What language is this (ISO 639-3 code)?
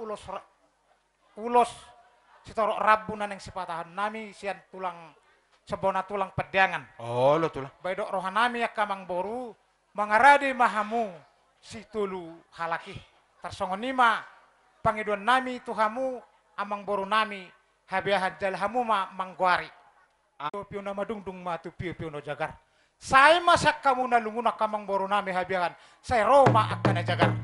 bbc